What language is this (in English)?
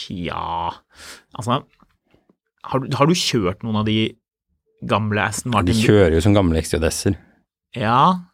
Norwegian